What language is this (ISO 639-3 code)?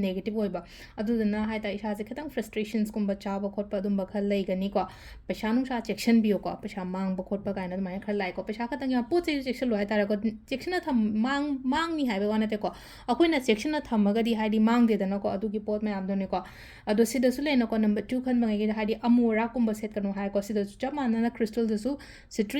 mni